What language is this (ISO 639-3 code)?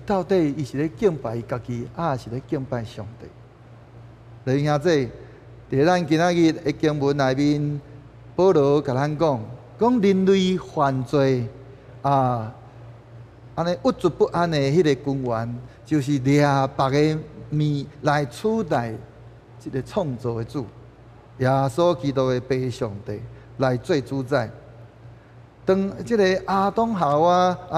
nan